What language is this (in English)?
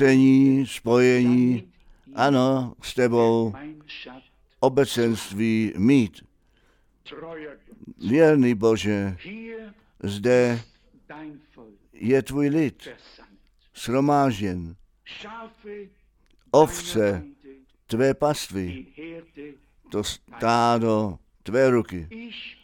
Czech